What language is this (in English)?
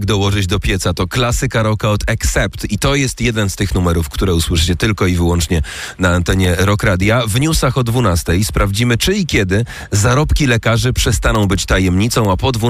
Polish